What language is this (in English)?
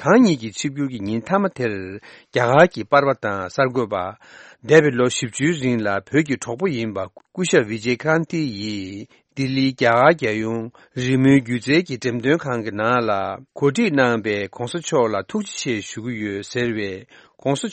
Tibetan